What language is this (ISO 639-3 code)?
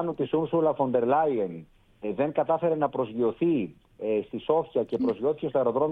ell